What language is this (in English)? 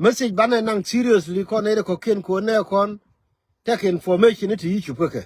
Nuer